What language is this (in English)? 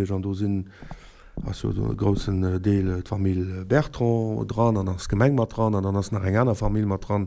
Luxembourgish